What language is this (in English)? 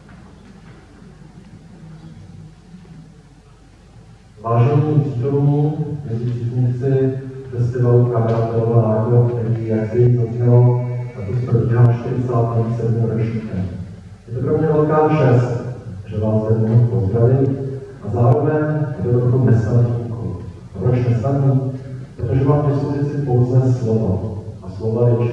Czech